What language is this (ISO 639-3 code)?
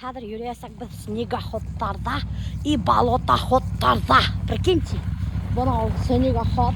bak